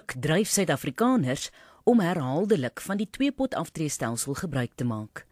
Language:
Afrikaans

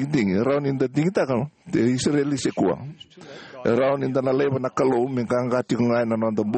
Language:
Fijian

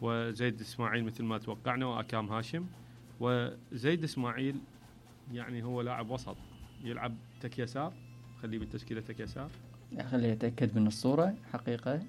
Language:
Mesopotamian Arabic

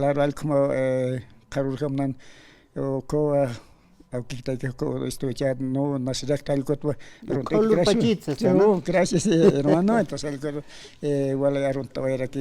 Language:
Aymara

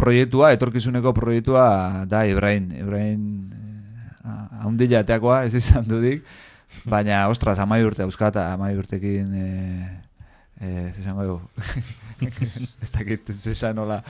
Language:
Basque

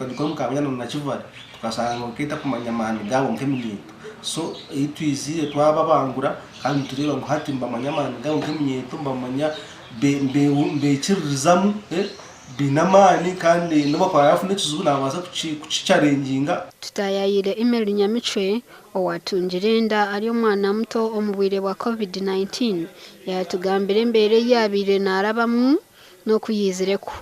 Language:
Nyankole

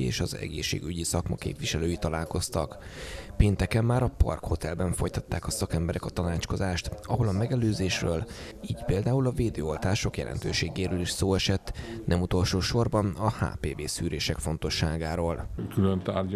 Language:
Hungarian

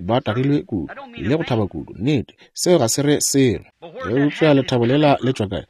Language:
Northern Sotho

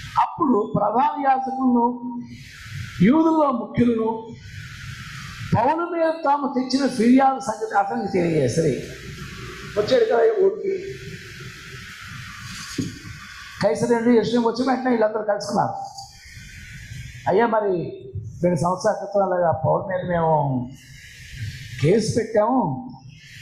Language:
Telugu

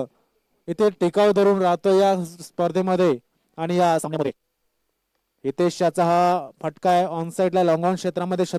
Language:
Marathi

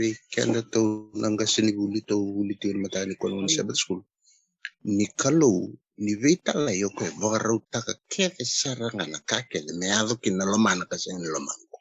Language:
Fijian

